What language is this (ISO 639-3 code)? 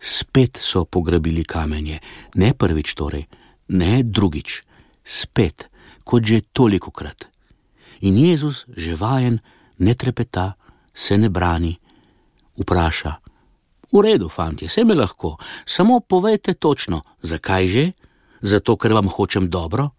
slv